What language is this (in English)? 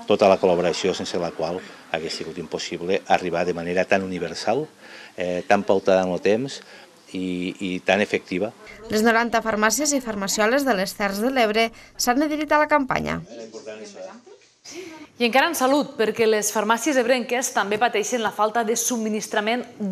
Catalan